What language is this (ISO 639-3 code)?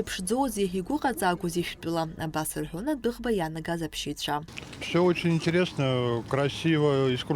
abk